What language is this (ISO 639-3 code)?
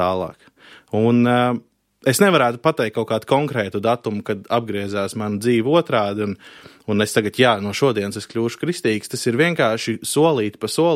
lav